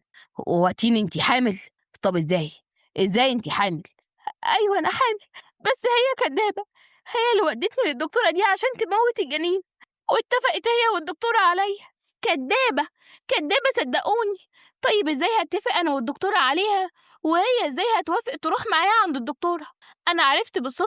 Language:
Egyptian Arabic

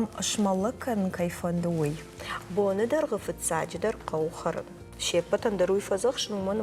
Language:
Ossetic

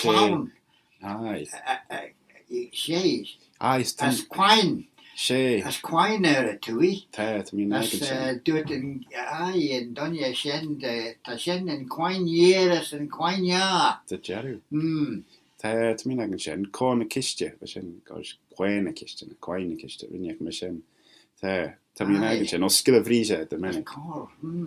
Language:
Manx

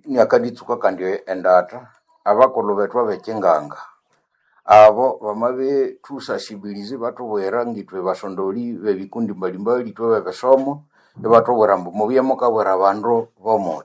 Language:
Nande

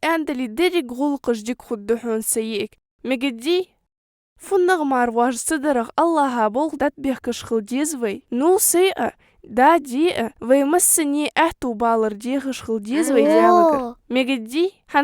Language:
Ingush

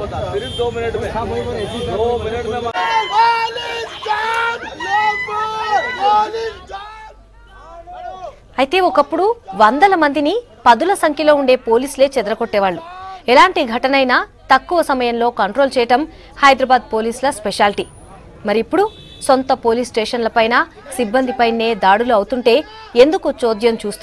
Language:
Telugu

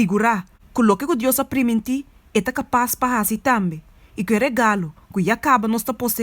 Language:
Papiamento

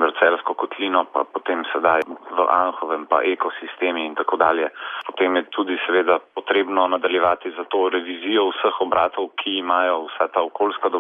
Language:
Slovenian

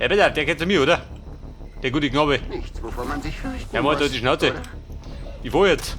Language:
Bavarian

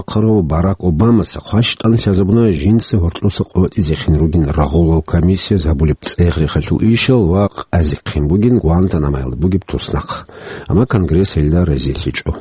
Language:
Avaric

